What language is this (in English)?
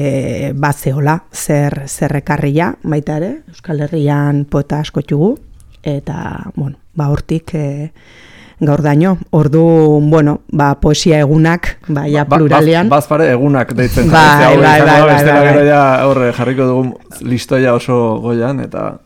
Basque